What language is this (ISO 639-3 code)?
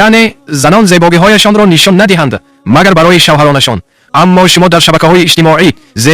tgk